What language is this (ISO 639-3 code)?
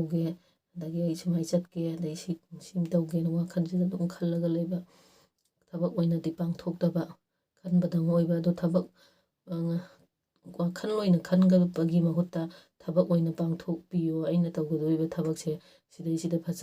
mni